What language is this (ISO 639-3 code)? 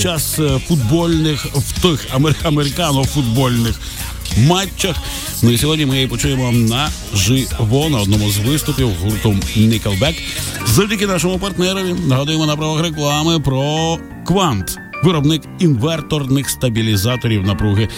ukr